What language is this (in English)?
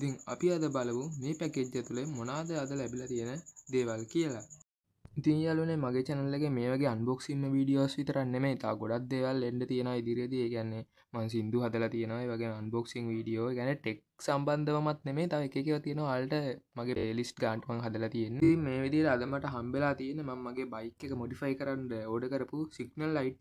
Sinhala